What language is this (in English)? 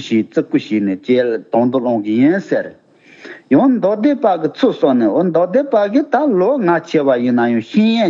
Tibetan